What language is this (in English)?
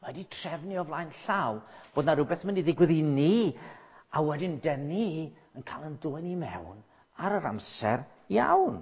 Welsh